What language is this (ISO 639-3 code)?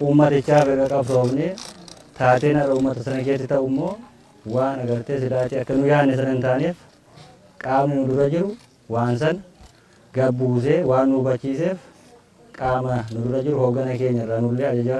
orm